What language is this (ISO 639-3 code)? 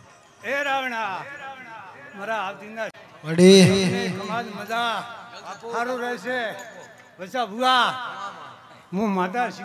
guj